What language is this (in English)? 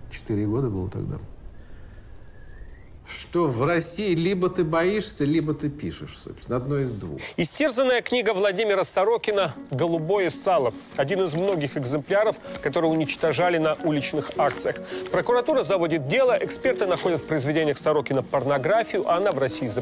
Russian